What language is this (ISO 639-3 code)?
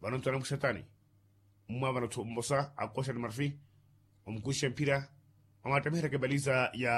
vmw